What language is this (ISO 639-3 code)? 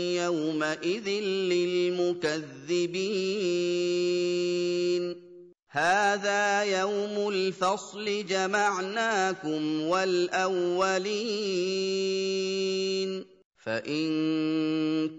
ara